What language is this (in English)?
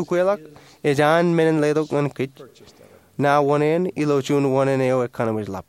Marshallese